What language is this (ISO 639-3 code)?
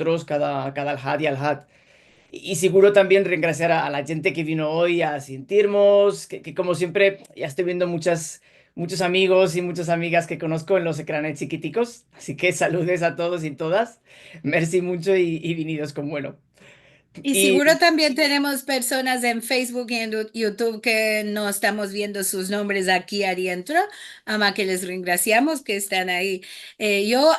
lad